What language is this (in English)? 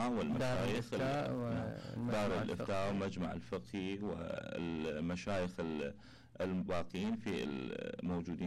Mesopotamian Arabic